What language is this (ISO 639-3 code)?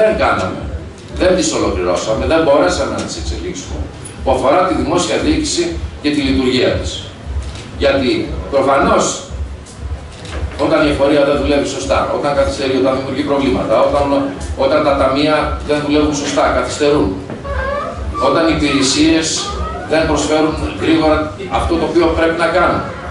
ell